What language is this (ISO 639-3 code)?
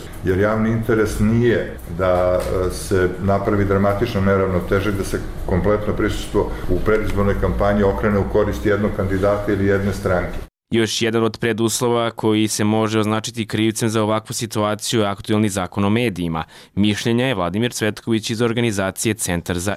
hrv